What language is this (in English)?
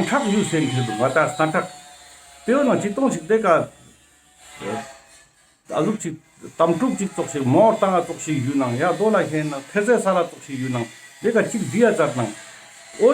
Ladakhi